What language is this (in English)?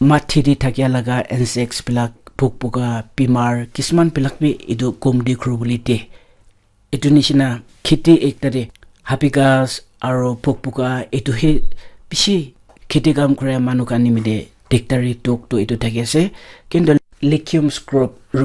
Naga Pidgin